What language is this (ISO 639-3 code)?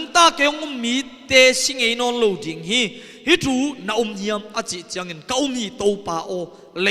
ctd